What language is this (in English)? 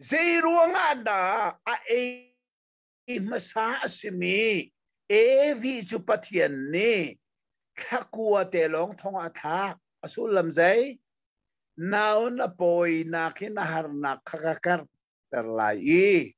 Hakha Chin